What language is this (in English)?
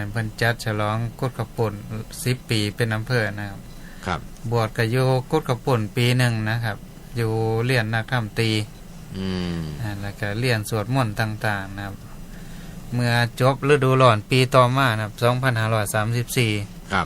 Northeastern Thai